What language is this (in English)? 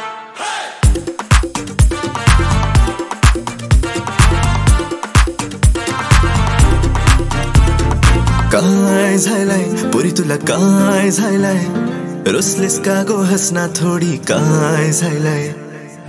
Marathi